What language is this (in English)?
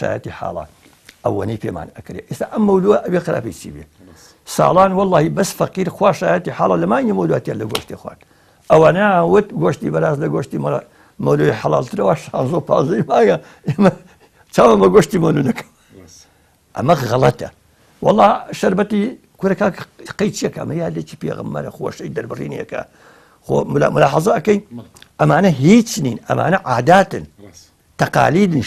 Central Kurdish